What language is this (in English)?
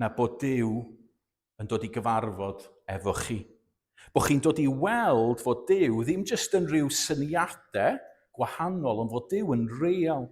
Welsh